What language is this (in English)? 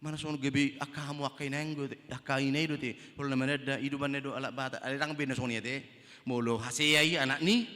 Batak Toba